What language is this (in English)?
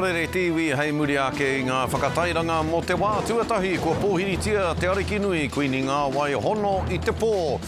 Māori